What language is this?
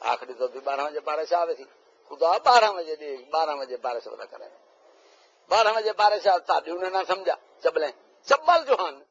Saraiki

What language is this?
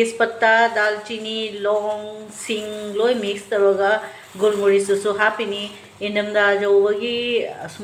Manipuri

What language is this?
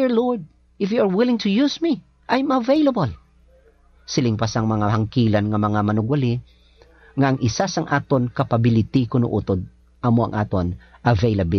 Hiligaynon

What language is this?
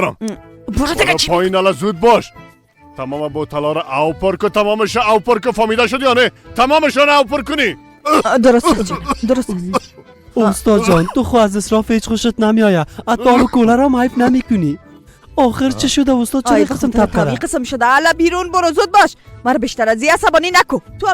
Persian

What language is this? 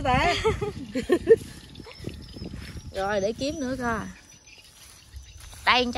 Vietnamese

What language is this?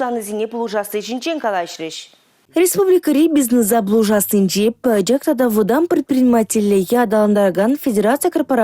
Chuvash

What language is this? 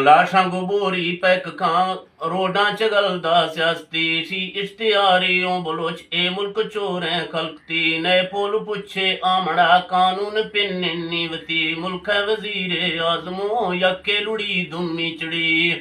Eastern Balochi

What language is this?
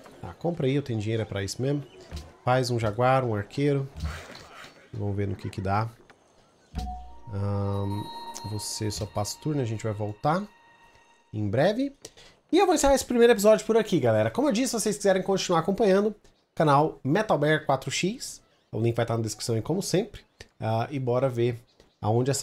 Portuguese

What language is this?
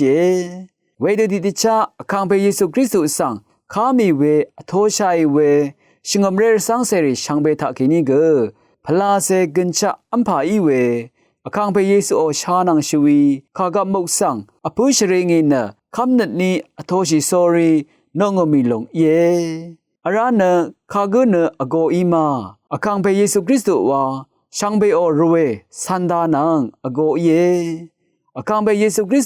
Rawang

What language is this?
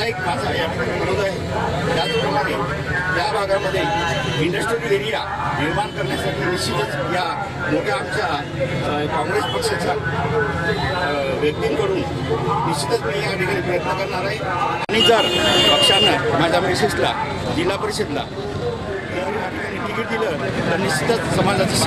Marathi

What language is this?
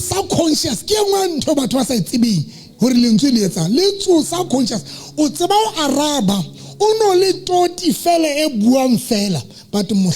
Southern Sotho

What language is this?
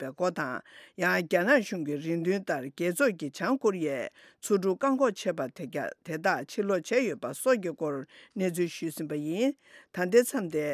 Tibetan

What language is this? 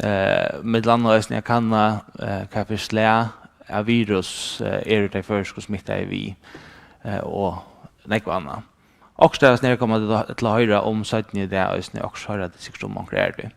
Faroese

